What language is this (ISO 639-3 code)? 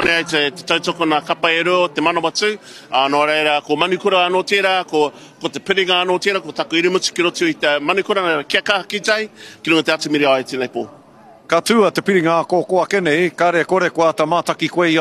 mri